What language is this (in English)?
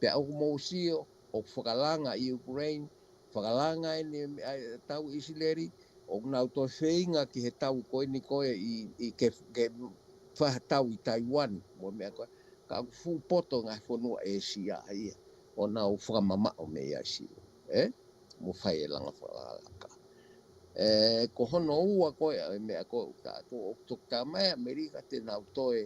Tongan